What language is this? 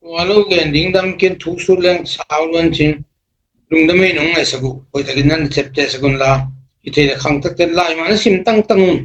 Tedim Chin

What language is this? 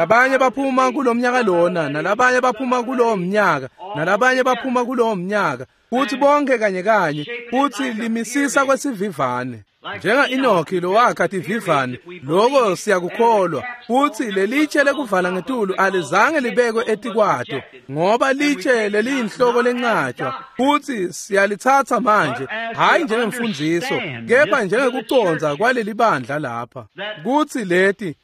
Swati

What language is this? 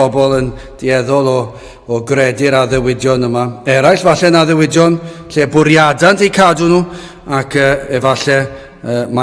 Welsh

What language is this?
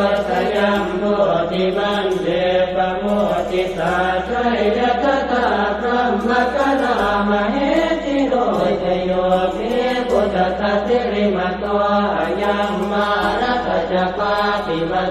Pali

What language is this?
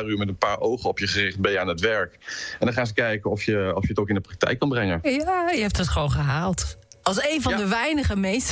Dutch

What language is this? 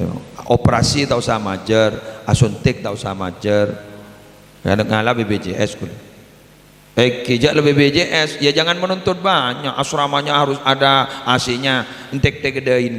Madurese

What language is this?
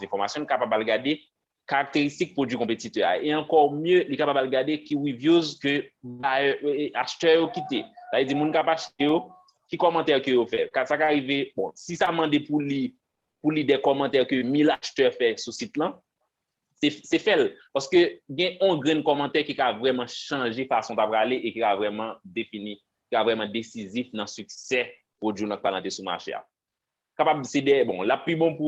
Haitian Creole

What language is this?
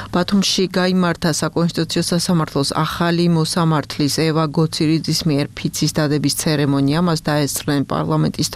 Georgian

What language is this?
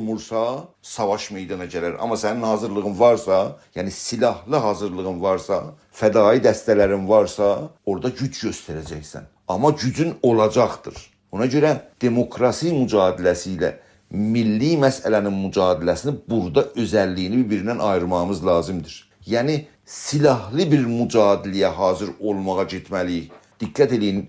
South Azerbaijani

